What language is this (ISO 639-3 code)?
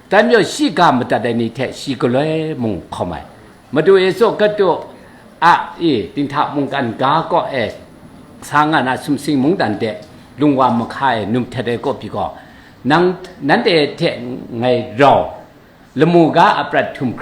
kac